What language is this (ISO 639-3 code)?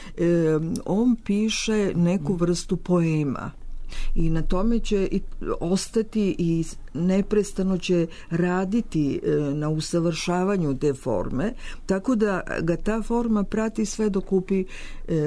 srp